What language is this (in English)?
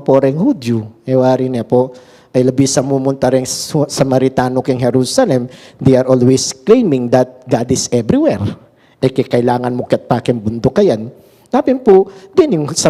Pampanga